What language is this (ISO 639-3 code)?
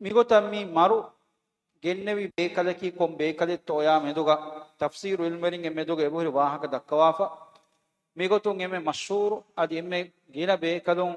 div